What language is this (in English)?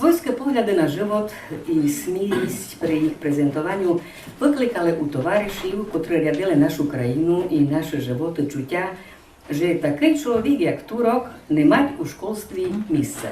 Rusyn